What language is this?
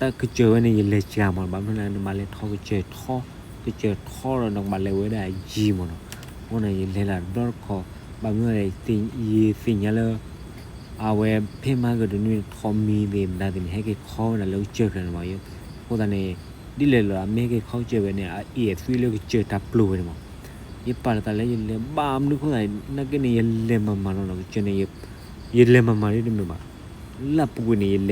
S'gaw Karen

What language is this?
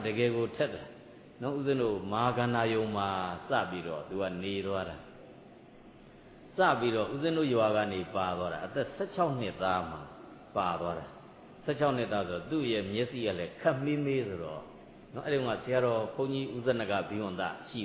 Burmese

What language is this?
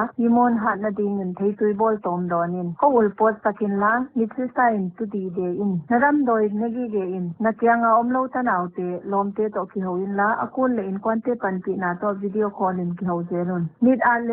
Paite Chin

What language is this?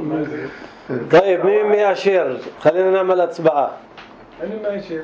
North Levantine Arabic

